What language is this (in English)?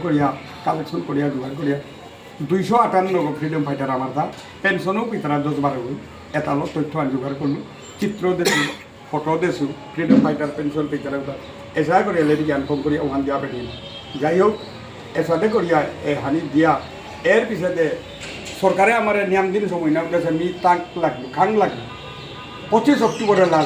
Bishnupriya